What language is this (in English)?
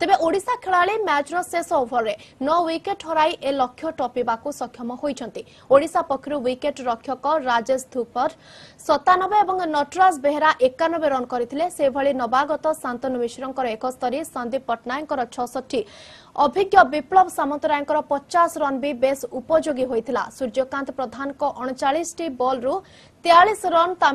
Odia